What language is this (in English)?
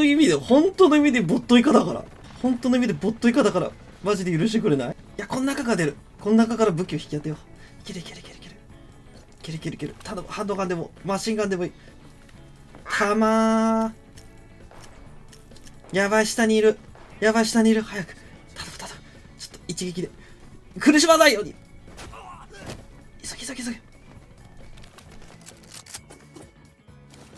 Japanese